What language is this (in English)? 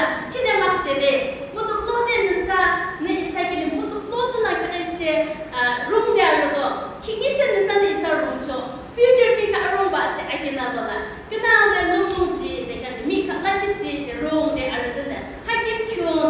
Yimchungru Naga